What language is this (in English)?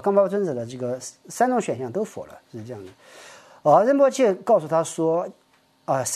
Chinese